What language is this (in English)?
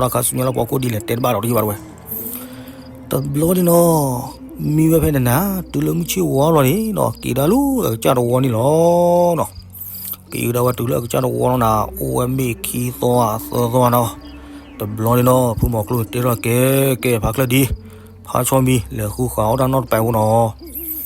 S'gaw Karen